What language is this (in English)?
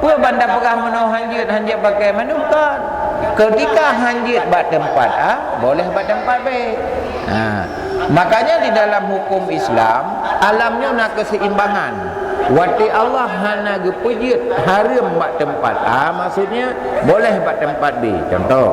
Achinese